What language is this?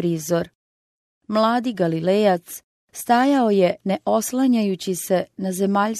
Croatian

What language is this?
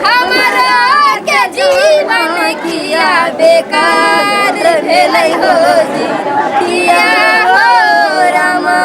Maithili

